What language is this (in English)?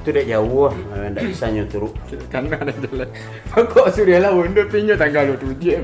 Minangkabau